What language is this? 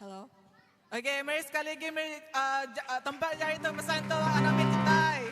Iban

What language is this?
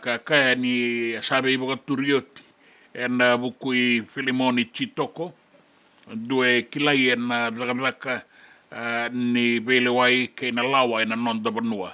Fijian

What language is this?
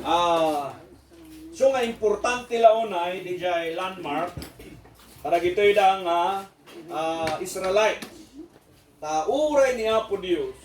Iloko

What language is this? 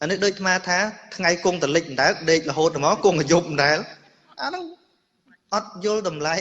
Khmer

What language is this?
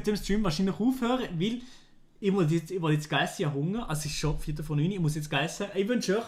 Swiss German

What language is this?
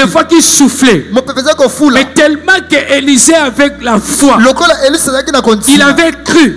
French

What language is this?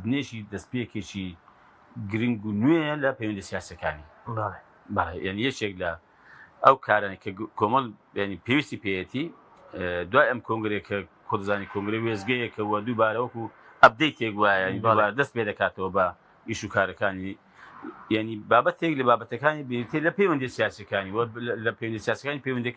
Central Kurdish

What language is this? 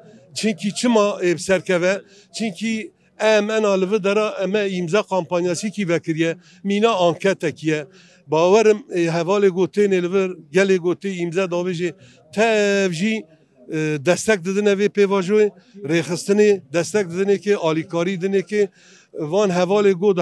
Kurdish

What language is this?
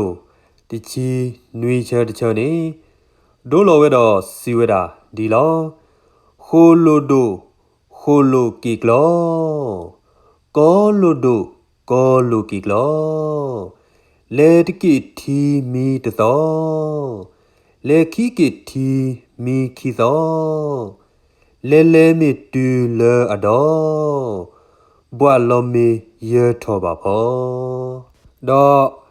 S'gaw Karen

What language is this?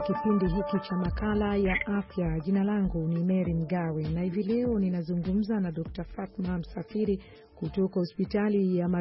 Swahili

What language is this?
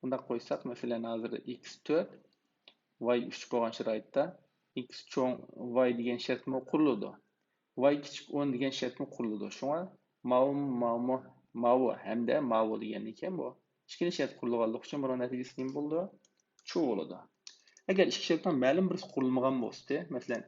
Uyghur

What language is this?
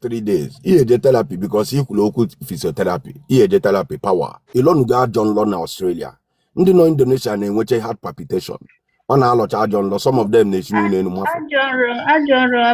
Igbo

